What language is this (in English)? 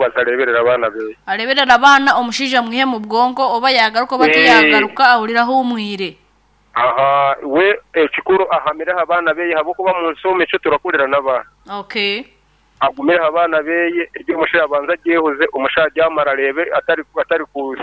Nyoro